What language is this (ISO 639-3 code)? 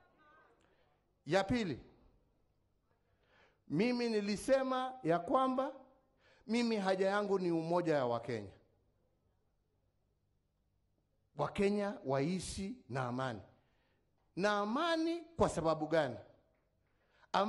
swa